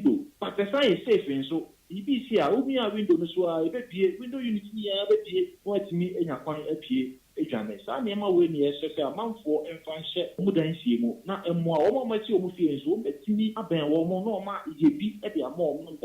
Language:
Akan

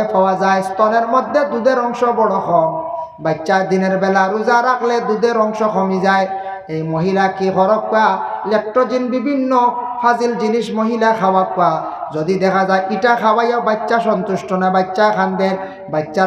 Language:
Sylheti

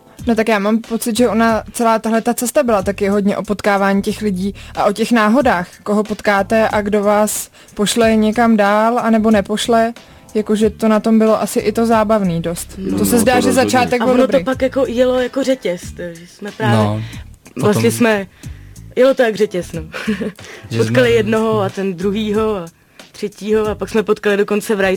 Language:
Czech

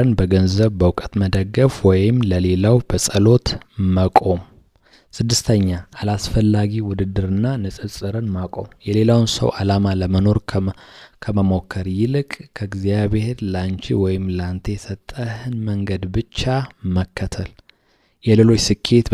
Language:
Amharic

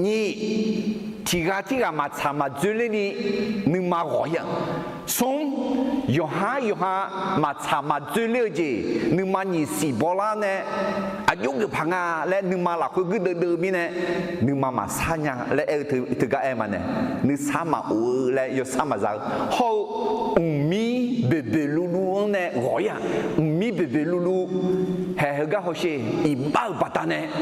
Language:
Akha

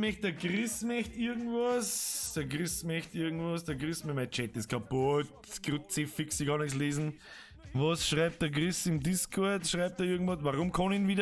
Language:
Bavarian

